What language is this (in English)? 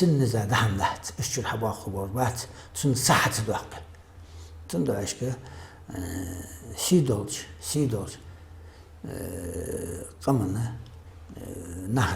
Ingush